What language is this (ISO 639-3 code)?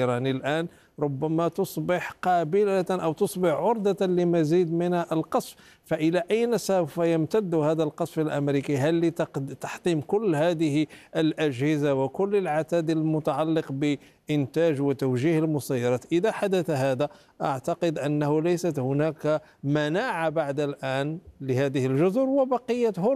ara